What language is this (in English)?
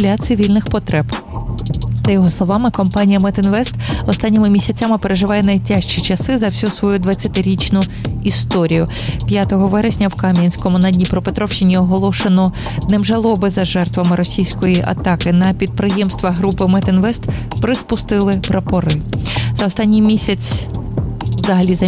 Ukrainian